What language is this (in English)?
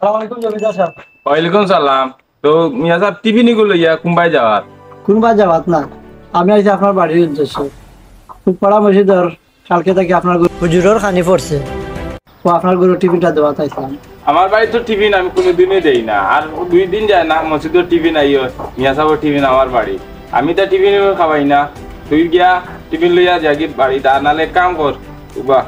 Sylheti